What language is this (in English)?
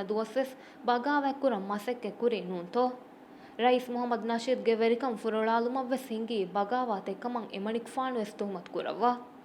Divehi